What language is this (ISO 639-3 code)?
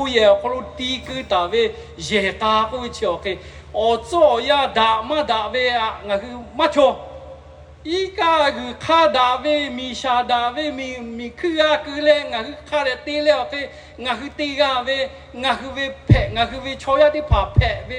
lhu